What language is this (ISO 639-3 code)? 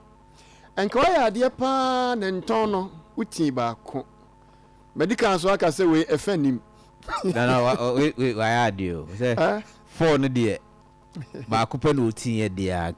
aka